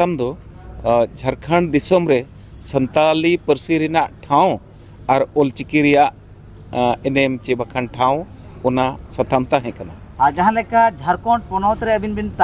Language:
Santali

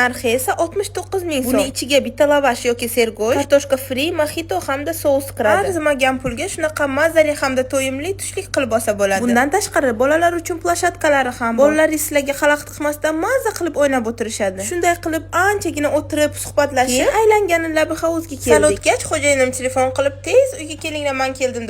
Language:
Uzbek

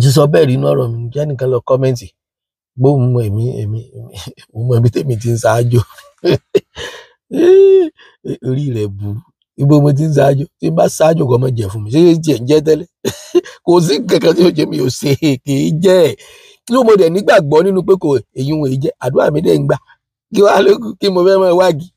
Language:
Yoruba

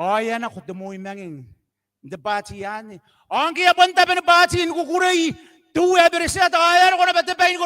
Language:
Gilbertese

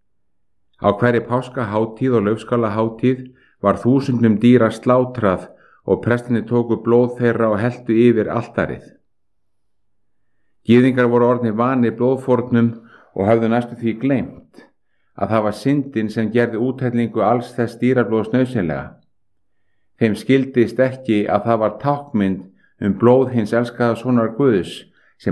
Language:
Icelandic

